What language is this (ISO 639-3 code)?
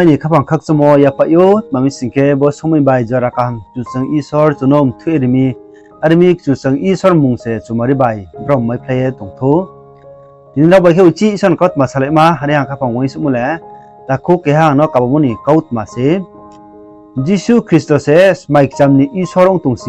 ria